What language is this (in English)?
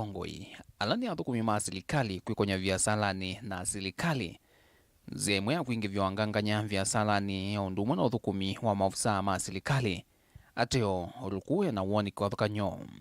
Kamba